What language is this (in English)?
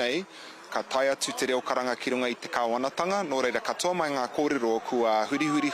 Māori